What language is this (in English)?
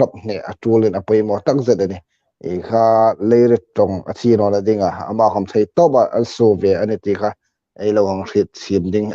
Hmar